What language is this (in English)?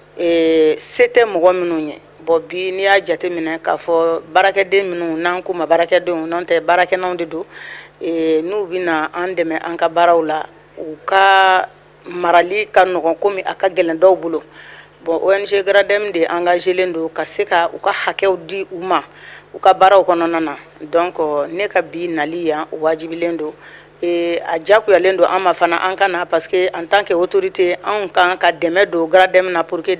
Bambara